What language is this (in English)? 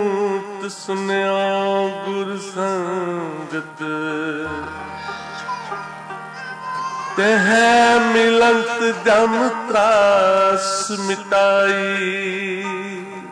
Punjabi